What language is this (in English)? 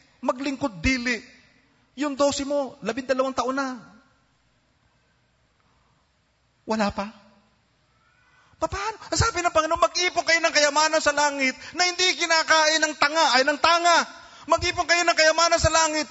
Filipino